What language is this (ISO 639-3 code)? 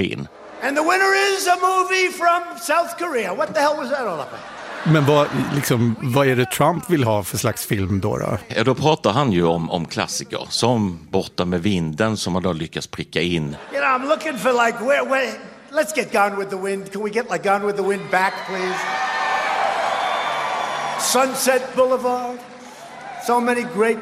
swe